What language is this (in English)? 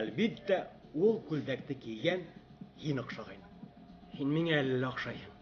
Bashkir